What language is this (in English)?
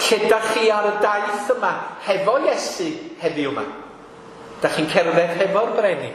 Welsh